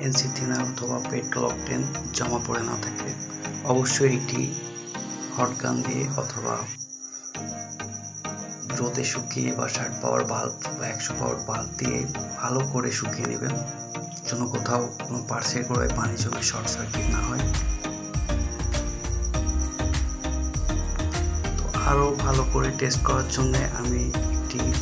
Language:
Bangla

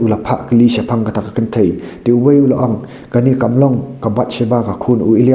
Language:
Khasi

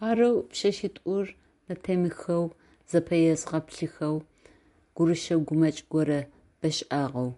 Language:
Adyghe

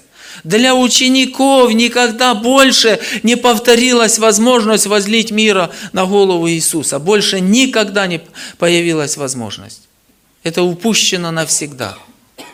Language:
Russian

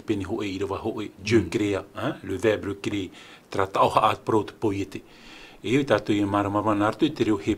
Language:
Tahitian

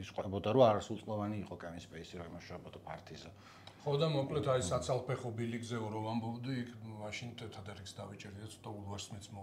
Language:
Georgian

